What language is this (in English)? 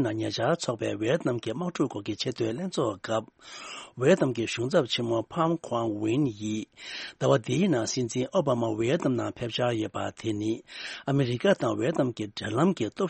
Tibetan